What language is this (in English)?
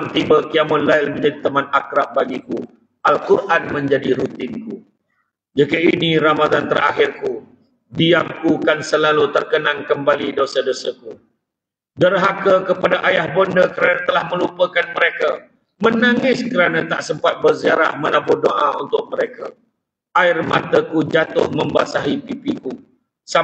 Malay